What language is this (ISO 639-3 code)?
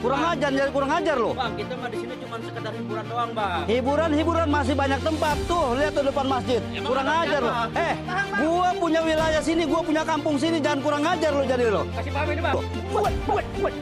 bew